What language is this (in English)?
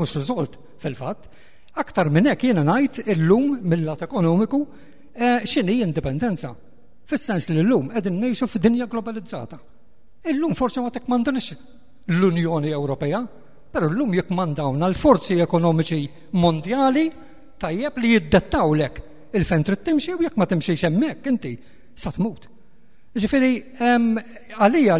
Maltese